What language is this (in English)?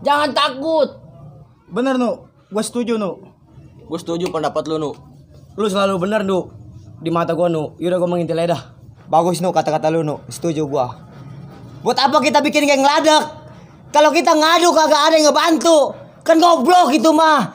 Betawi